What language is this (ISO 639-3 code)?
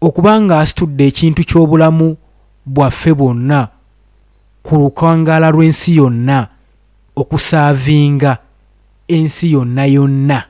lug